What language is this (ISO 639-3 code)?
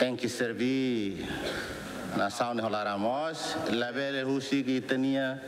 tet